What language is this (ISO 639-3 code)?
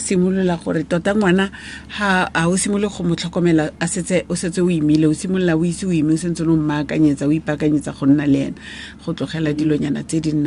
tsn